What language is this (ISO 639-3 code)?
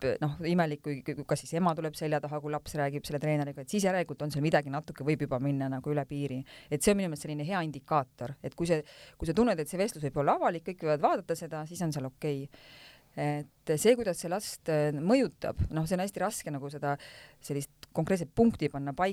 est